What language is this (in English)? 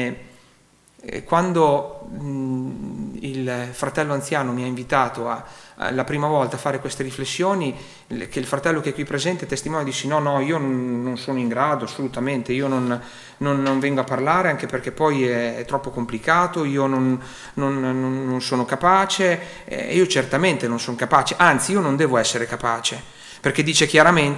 Italian